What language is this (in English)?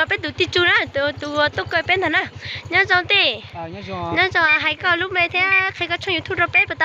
Hmong